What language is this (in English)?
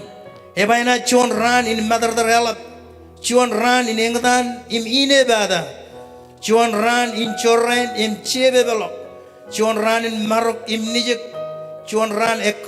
Marshallese